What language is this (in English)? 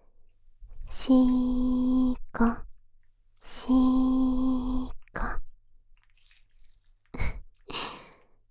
Japanese